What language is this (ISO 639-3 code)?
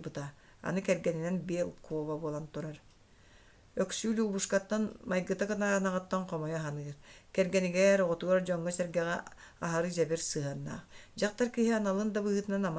sah